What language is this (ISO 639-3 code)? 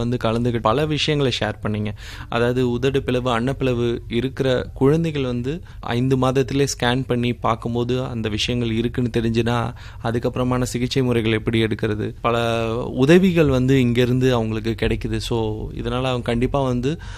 tam